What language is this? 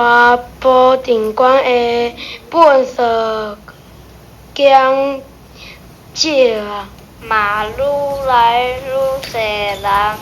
Min Nan Chinese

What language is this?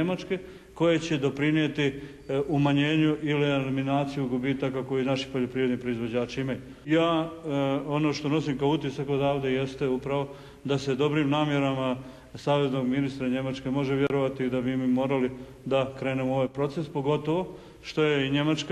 Bosnian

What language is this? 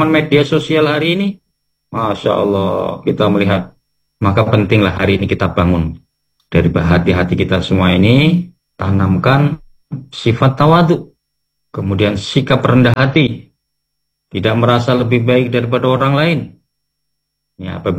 Indonesian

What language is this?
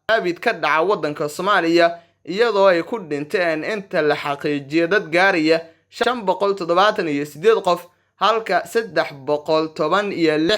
Somali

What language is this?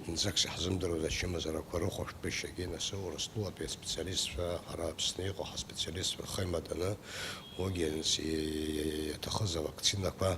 Abkhazian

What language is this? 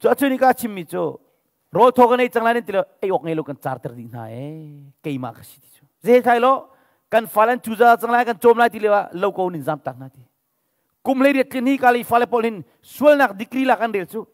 Hakha Chin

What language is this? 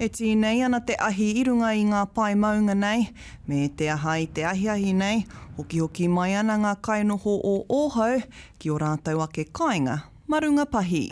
Māori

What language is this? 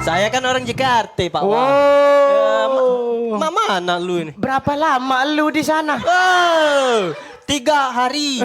Musi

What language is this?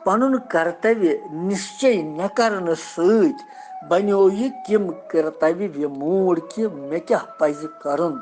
Kashmiri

